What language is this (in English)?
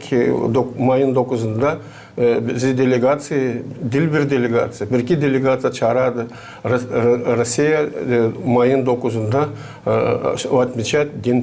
Gagauz